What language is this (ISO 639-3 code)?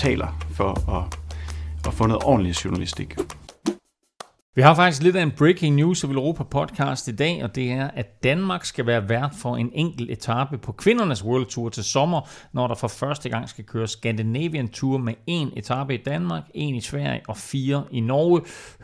dan